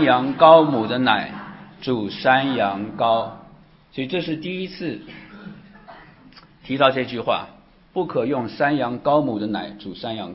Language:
Chinese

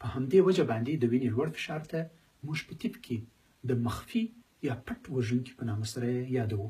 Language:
Pashto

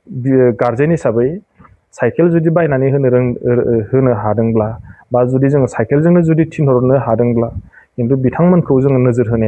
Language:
Bodo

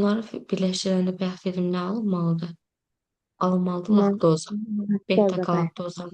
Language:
Azerbaijani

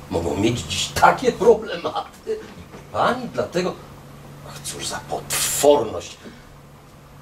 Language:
Polish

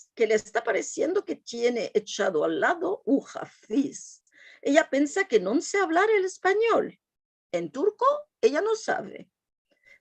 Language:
Ladino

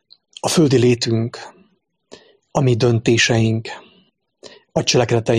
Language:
Hungarian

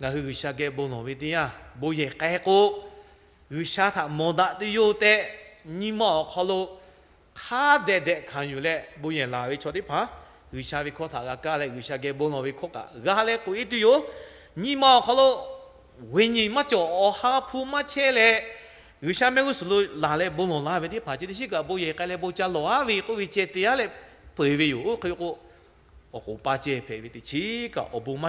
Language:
Lahu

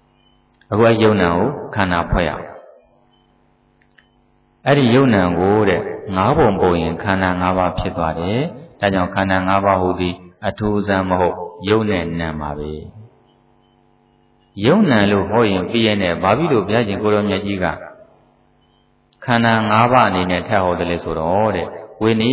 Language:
Burmese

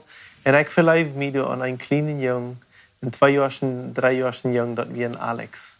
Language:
Plautdietsch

